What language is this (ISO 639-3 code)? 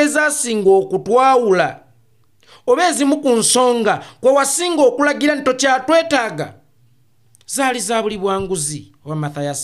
lug